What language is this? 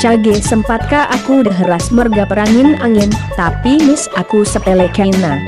Batak Karo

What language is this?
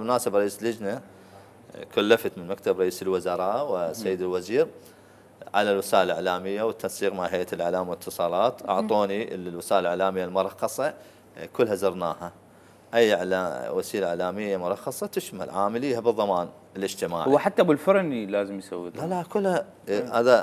Mesopotamian Arabic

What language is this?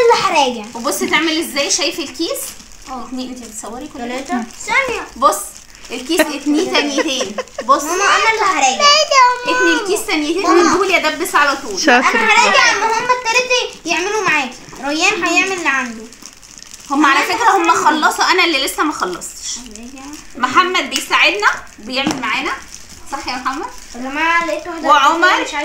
Egyptian Arabic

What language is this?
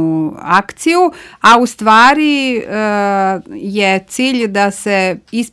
Serbian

